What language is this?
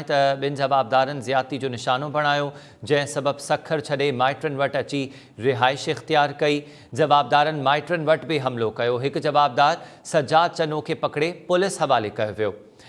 Sindhi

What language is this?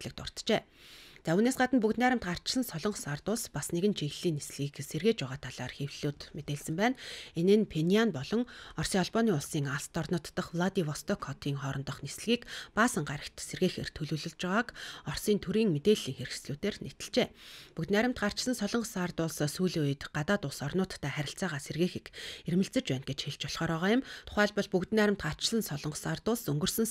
Mongolian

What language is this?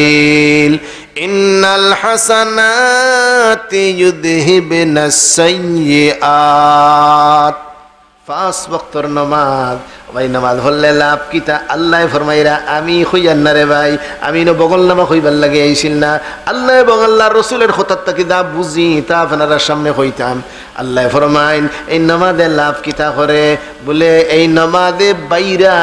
Sylheti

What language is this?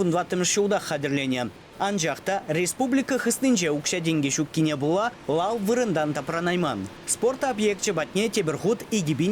Chuvash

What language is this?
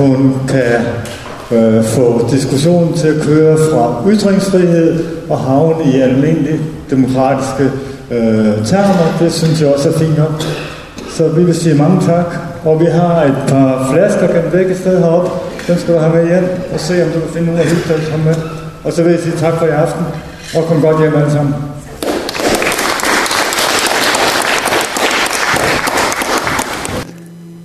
Danish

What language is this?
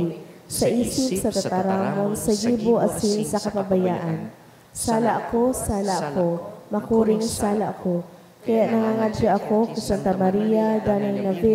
Bikol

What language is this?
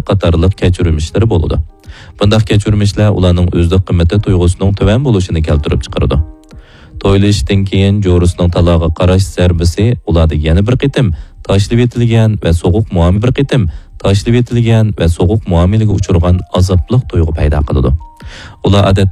Uyghur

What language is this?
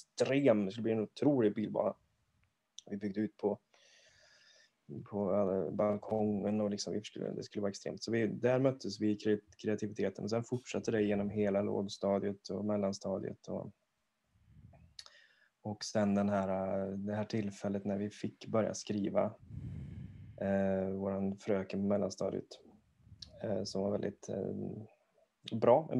Swedish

